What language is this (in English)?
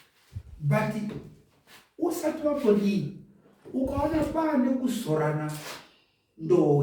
Shona